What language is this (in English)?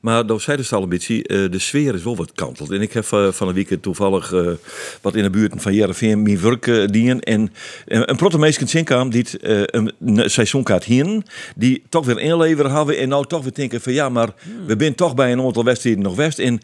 Western Frisian